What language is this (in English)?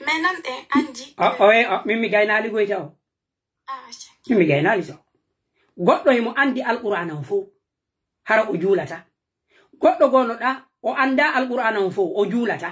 Pular